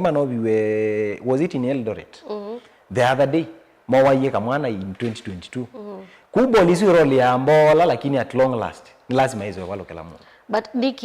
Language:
Kamba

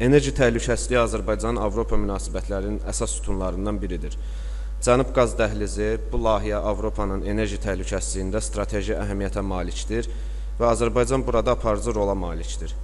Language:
Azerbaijani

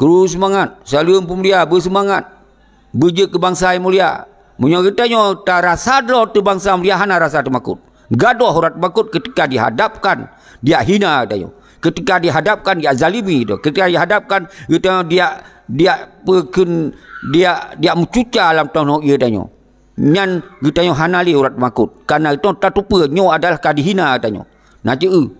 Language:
Achinese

